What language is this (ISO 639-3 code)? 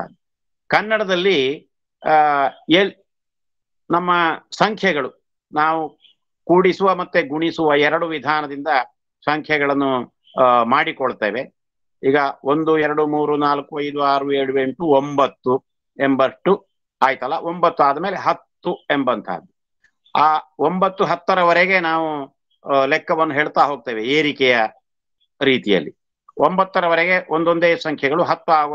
kan